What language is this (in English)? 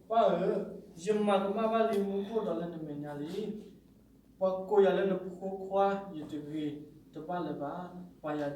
S'gaw Karen